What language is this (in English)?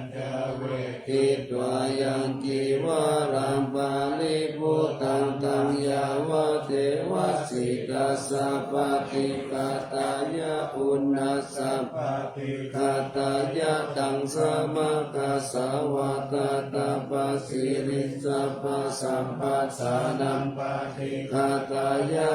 Pali